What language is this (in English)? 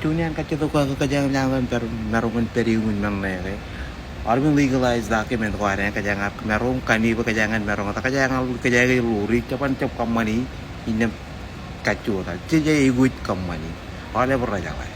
Marshallese